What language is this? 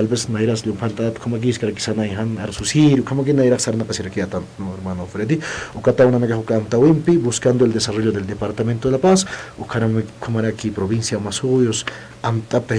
Aymara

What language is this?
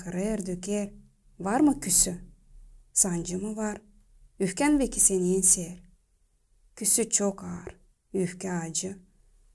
Gagauz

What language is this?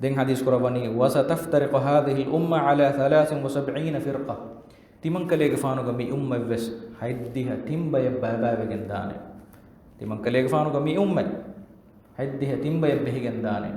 Divehi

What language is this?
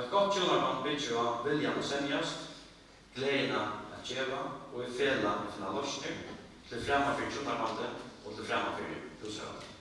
Faroese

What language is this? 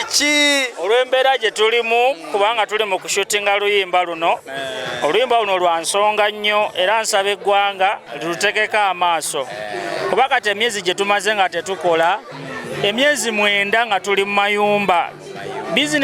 Ganda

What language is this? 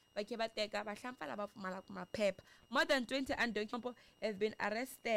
Tsonga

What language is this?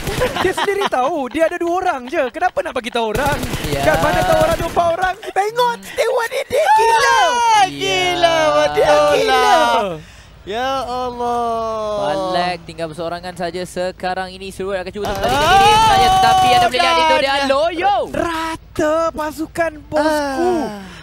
Malay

